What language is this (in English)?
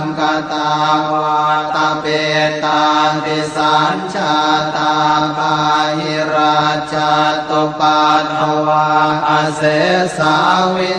Pali